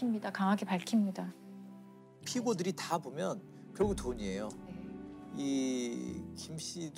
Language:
Korean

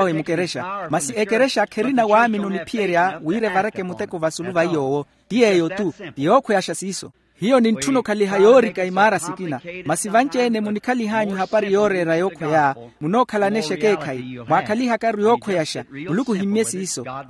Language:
Makhuwa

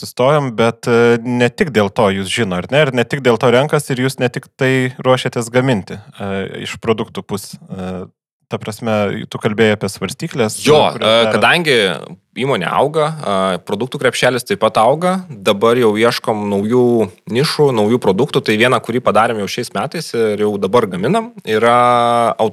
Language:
Lithuanian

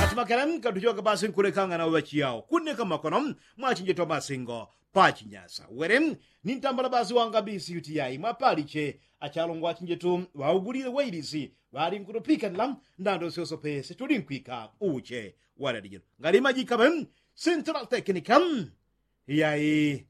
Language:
Yao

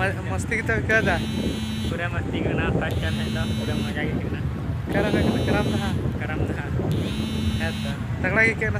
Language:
Santali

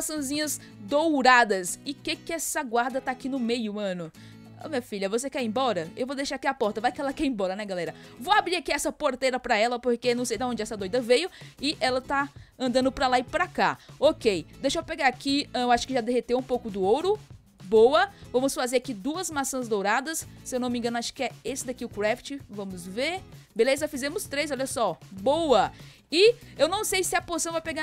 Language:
Portuguese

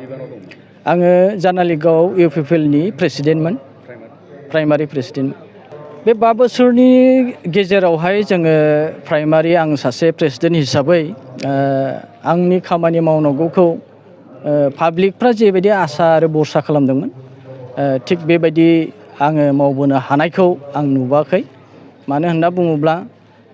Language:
Bodo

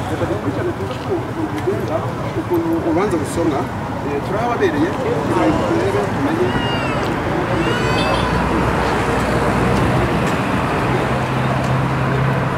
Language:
Kinyarwanda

